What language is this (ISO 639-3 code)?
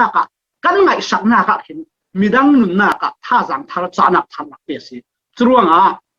cfm